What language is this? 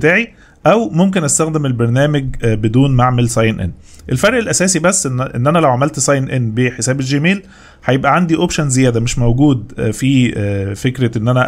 Egyptian Arabic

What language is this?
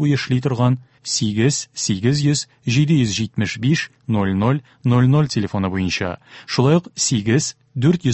Tatar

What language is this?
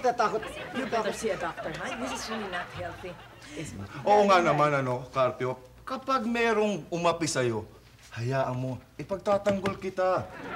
Filipino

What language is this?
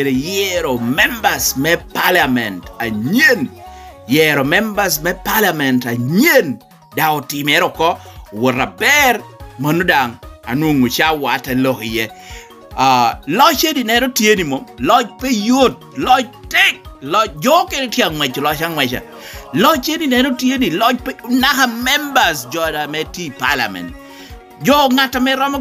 Lango (Uganda)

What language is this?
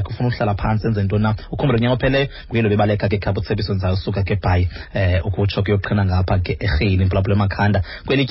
Xhosa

